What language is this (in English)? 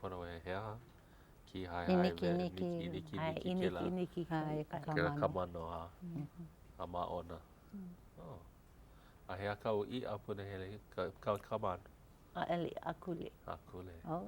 Hawaiian